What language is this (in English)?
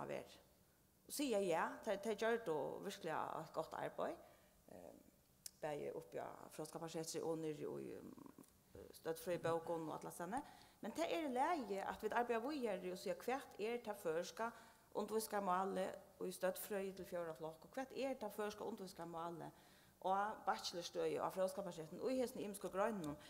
Faroese